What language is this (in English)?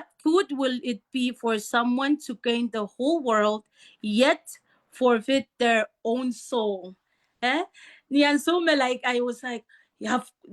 Pohnpeian